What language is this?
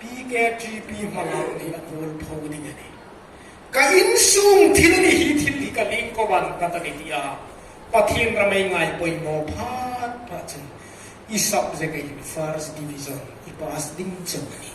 Hmar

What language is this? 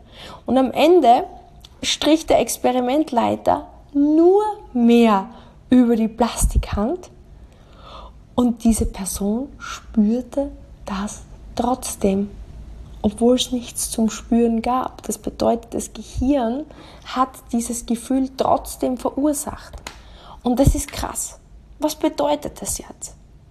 German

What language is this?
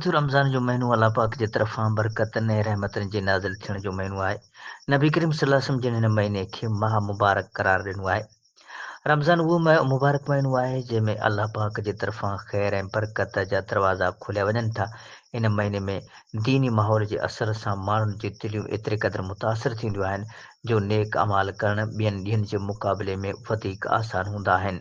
Sindhi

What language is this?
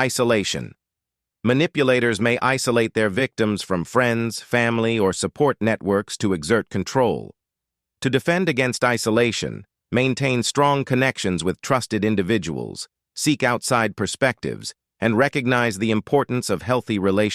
English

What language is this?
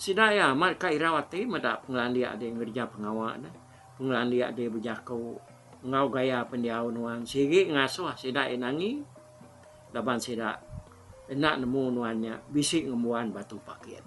Iban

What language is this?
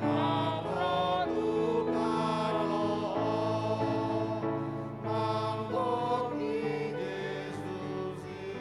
Batak Toba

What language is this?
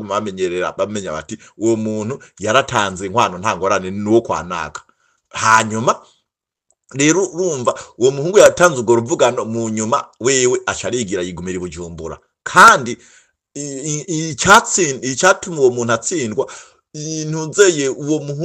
Rundi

